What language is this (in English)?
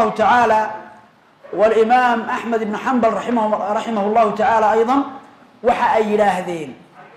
Somali